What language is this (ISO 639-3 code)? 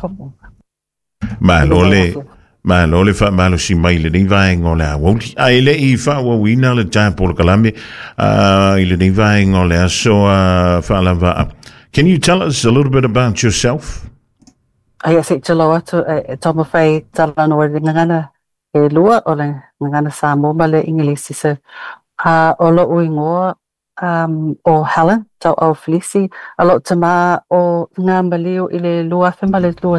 smo